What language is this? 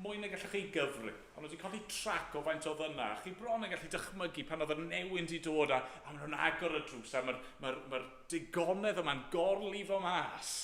Welsh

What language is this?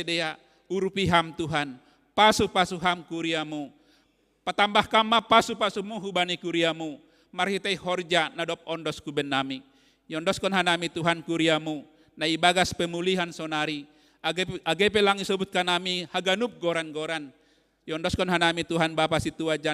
Batak Simalungun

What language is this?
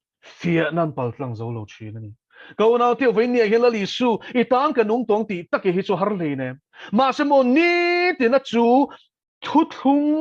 Mizo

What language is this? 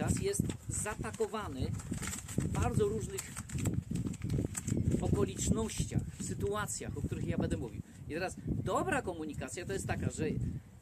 Polish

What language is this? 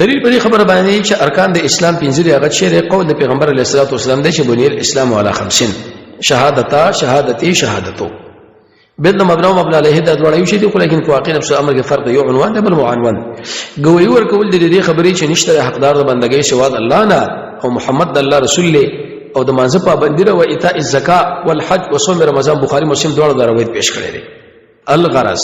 Pashto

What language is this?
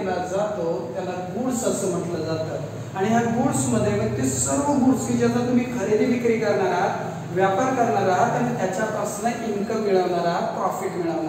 Marathi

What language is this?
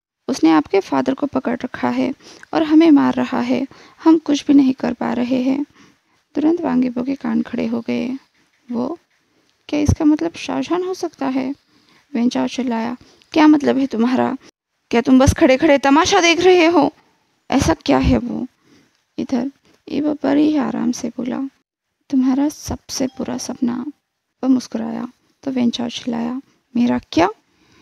Hindi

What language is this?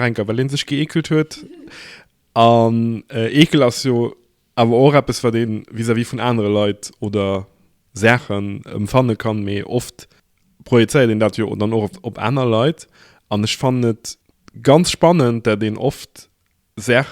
Luxembourgish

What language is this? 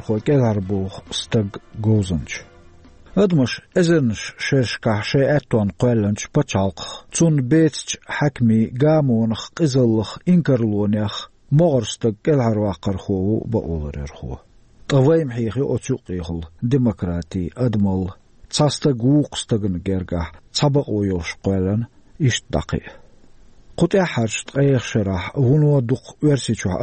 Chechen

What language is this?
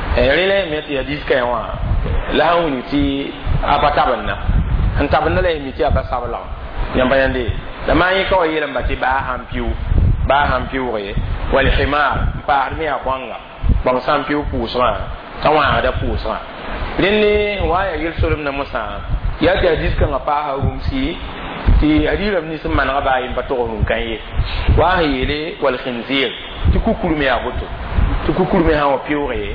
Mossi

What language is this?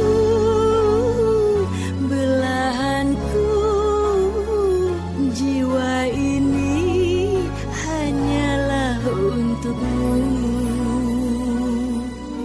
Indonesian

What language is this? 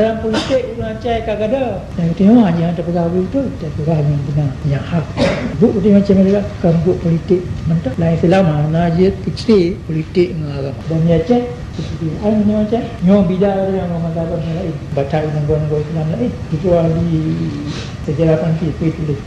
Achinese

